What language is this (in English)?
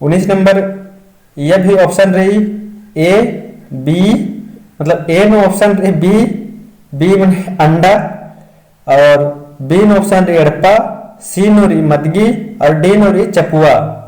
Kurukh